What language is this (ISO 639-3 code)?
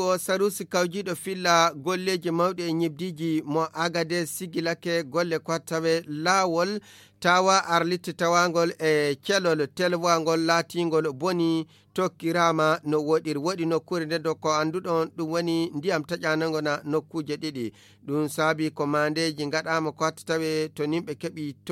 ful